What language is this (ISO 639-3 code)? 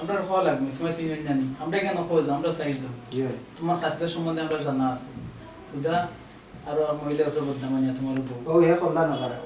syl